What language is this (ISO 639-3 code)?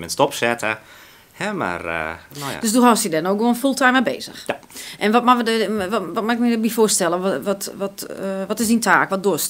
fry